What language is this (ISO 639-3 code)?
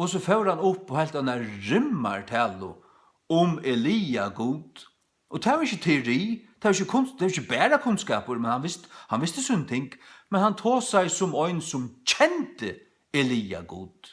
fao